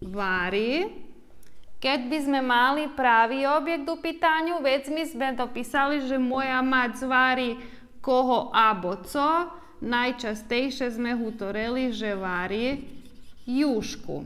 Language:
Rusyn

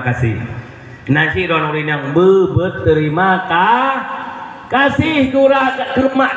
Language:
Achinese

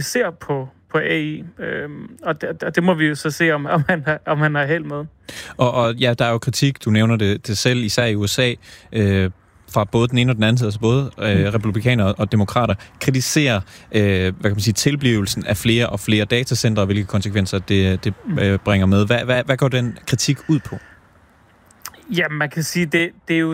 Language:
Danish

